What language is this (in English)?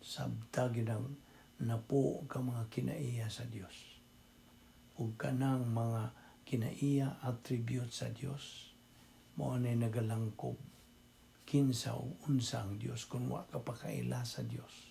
Cebuano